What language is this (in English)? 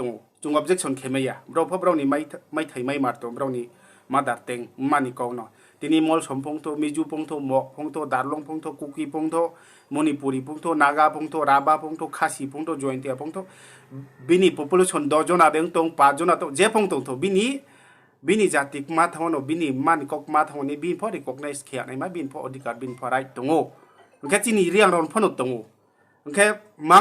Riang (India)